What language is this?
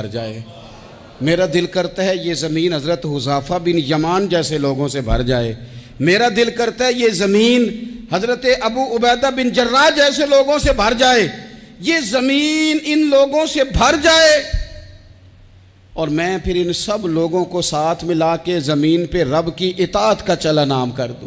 Urdu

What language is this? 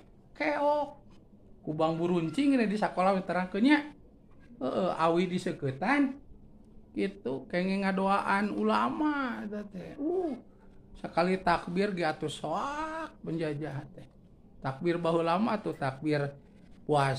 Sundanese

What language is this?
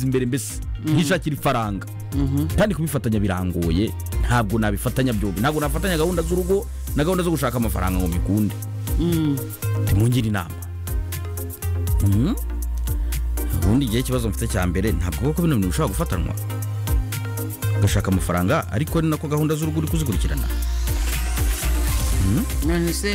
Kinyarwanda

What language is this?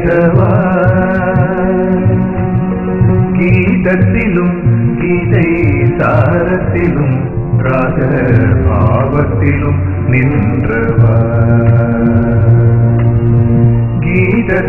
Tamil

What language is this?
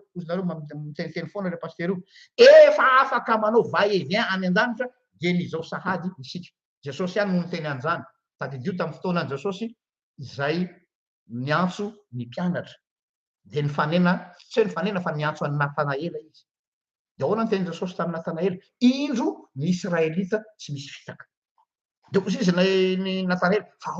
Malagasy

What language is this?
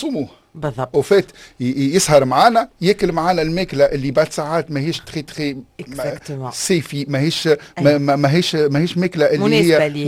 Tunisian Arabic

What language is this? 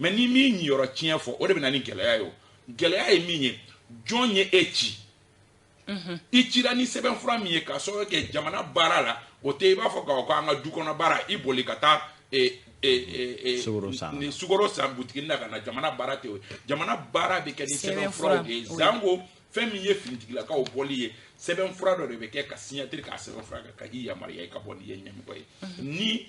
Bambara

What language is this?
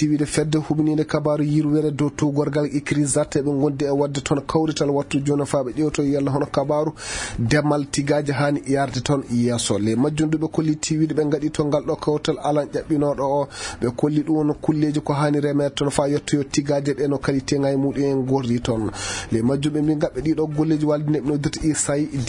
Maasina Fulfulde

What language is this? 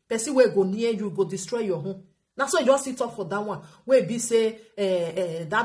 Nigerian Pidgin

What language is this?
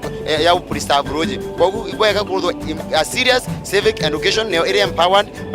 Meru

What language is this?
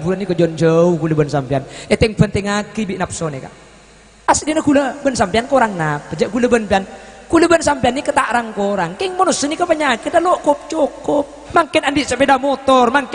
Madurese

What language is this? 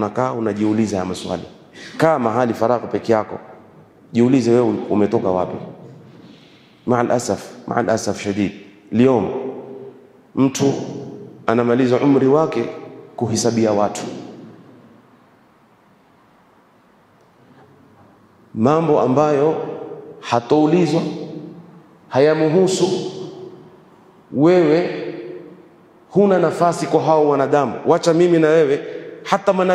Swahili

